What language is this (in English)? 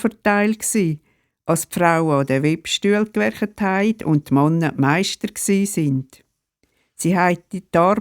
Swiss German